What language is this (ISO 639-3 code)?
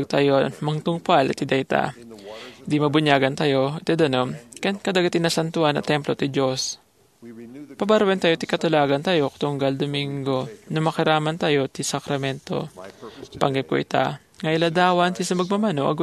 ilo